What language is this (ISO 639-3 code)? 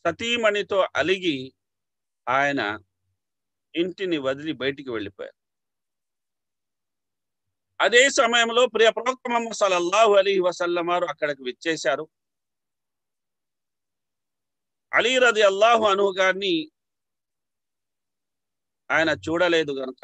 tel